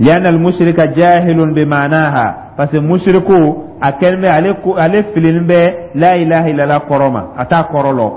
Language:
Dyula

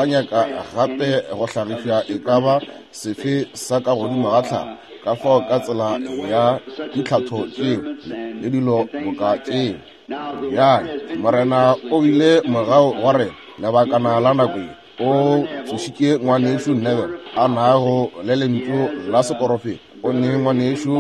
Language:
Northern Sotho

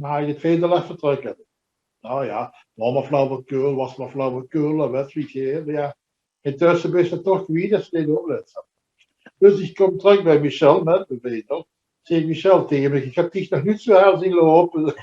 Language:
Limburgish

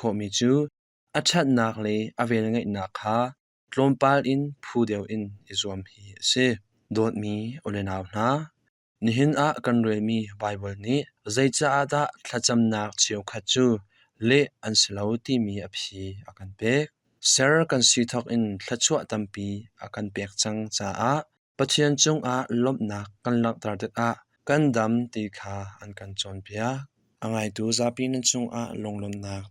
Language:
Hakha Chin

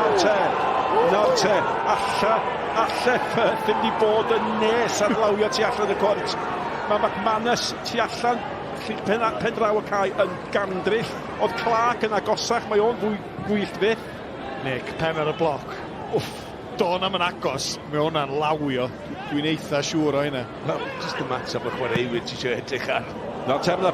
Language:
Welsh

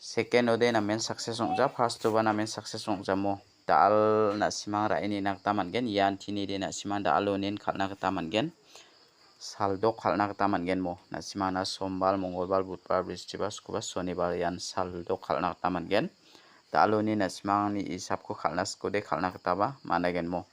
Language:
Garo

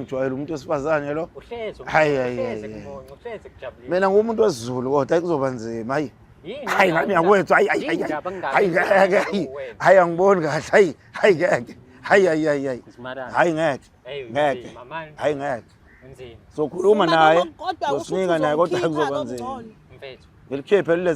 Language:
Zulu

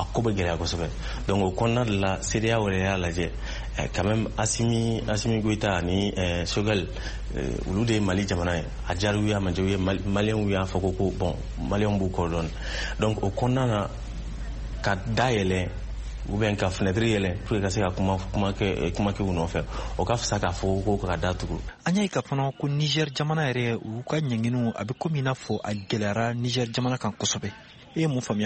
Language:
Bambara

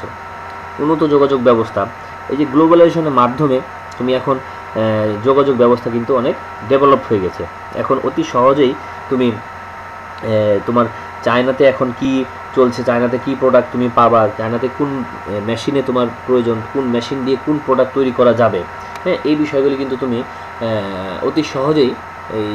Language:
Bangla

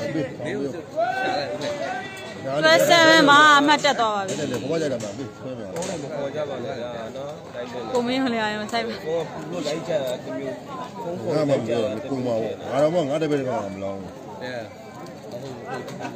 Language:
Burmese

